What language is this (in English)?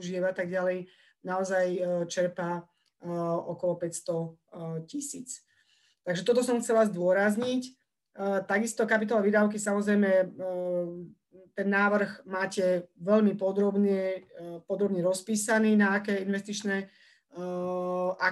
Slovak